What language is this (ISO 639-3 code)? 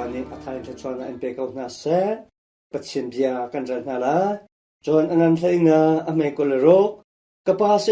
cnh